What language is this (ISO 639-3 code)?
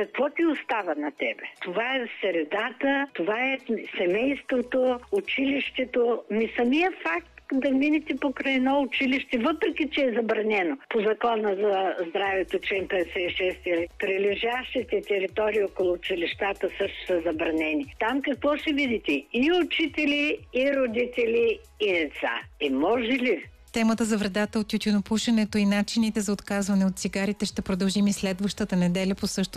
bul